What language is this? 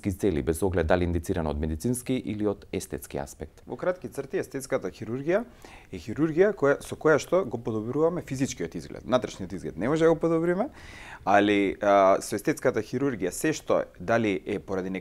Macedonian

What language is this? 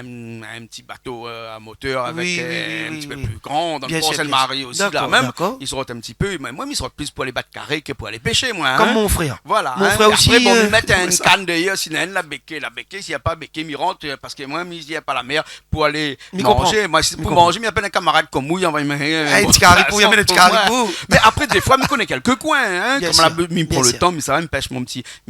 Réunion Creole French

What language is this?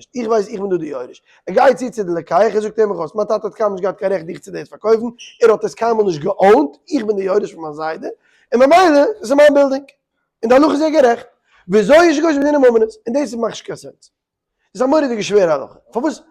Yiddish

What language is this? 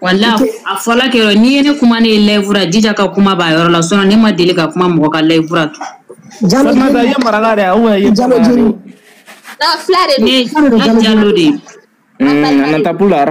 Bambara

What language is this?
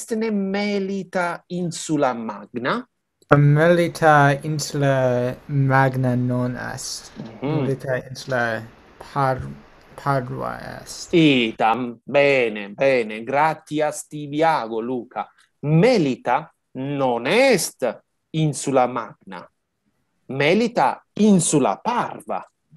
Latin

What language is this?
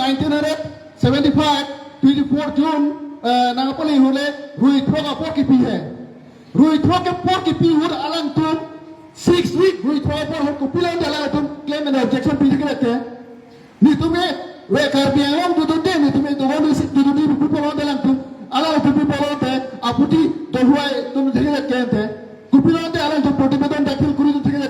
Karbi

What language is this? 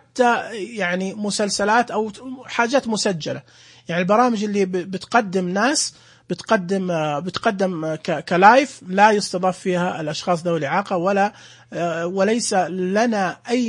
Najdi Arabic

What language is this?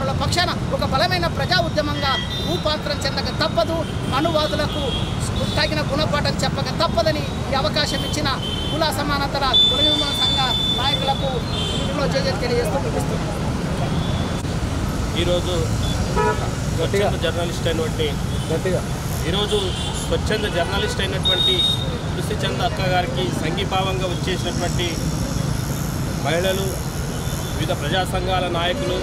Telugu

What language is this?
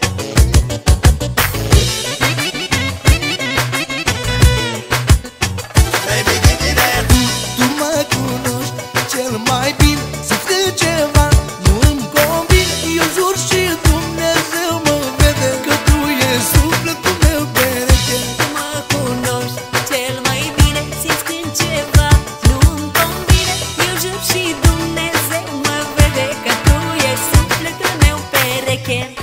Romanian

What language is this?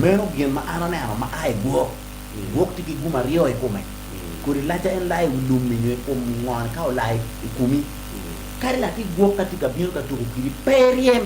Acoli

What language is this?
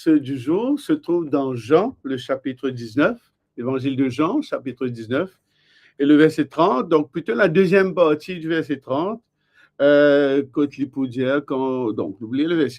Morisyen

